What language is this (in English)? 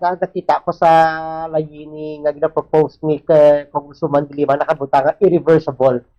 Hiligaynon